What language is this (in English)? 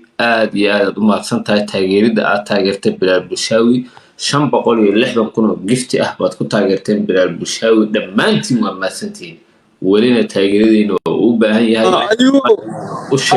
Somali